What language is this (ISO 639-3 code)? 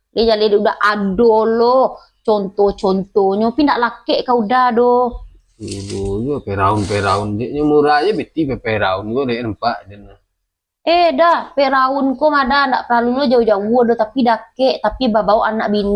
min